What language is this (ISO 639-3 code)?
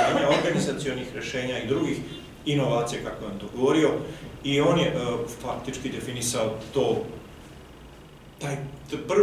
srp